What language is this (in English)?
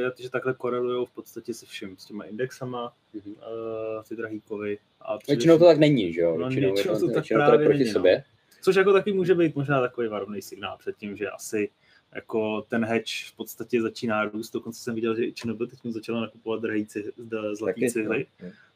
Czech